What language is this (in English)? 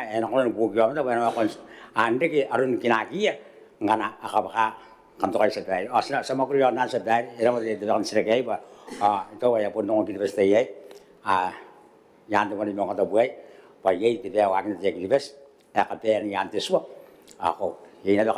Gilbertese